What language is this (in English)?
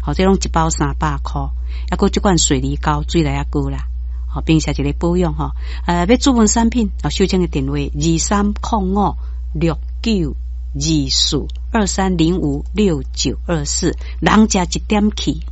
Min Nan Chinese